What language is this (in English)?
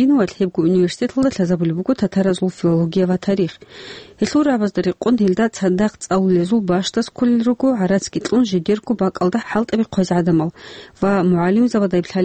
Avaric